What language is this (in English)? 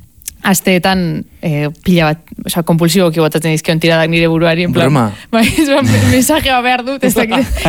Basque